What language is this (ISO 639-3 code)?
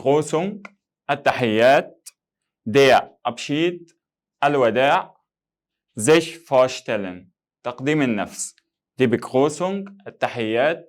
arz